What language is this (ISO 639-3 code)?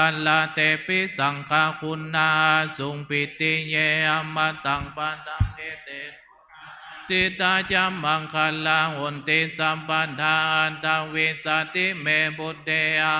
pli